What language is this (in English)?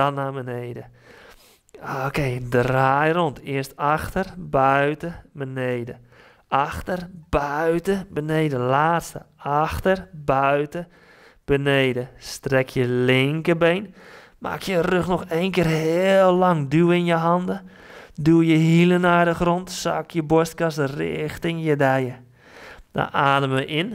Dutch